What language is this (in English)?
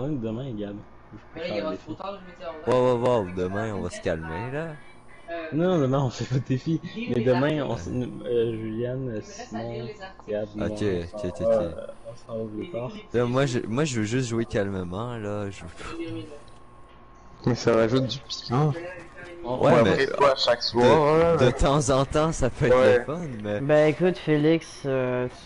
French